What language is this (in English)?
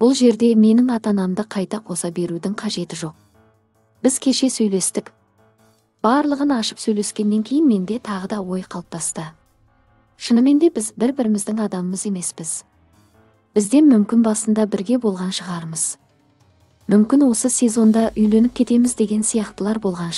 Kazakh